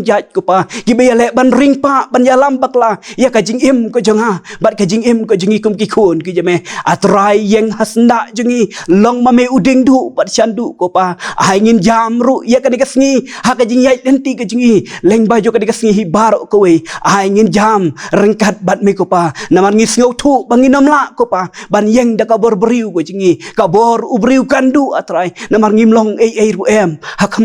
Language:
Khasi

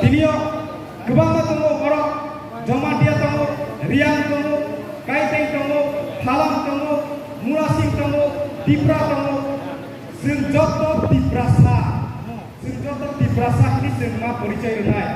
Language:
Kok Borok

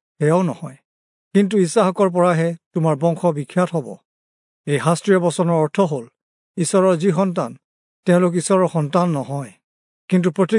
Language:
Assamese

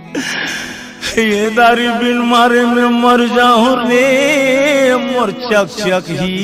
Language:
Chhattisgarhi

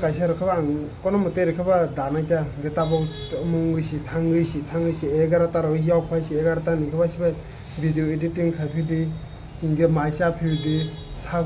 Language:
Kok Borok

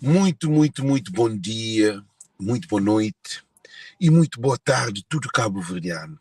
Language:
Kabuverdianu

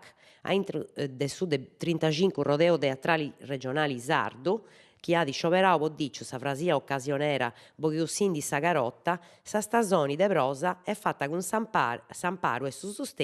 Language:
Sardinian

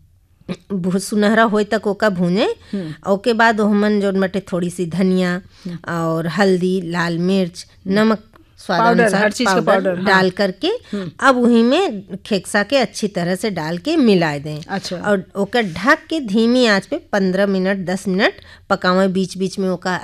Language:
Bhojpuri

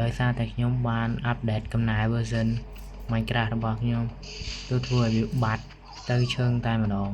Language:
Khmer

